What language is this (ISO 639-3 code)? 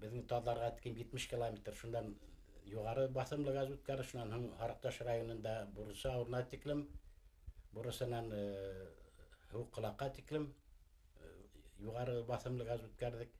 bak